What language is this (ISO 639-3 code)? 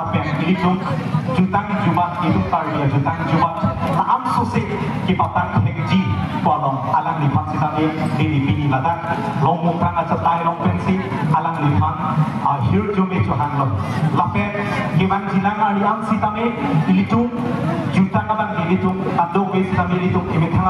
mjw